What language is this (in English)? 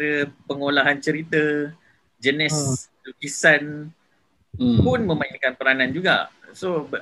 Malay